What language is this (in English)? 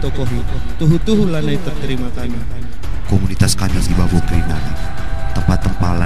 Batak Karo